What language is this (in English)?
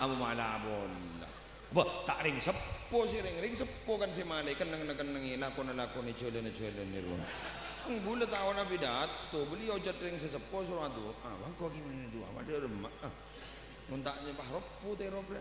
Madurese